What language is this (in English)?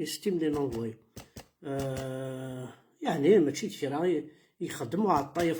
Kabyle